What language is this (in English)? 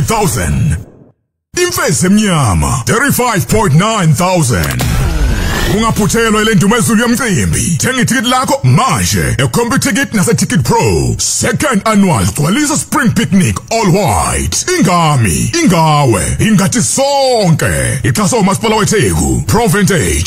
Zulu